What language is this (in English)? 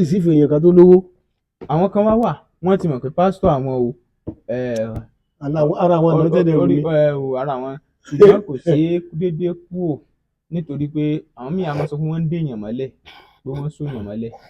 Yoruba